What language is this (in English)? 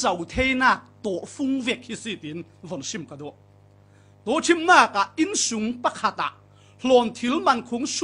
Falam Chin